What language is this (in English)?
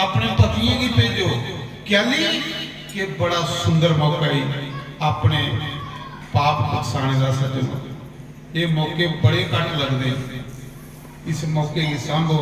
Dogri